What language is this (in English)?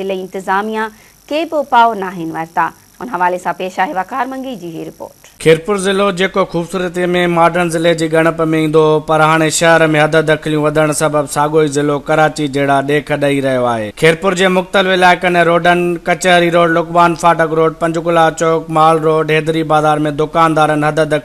Sindhi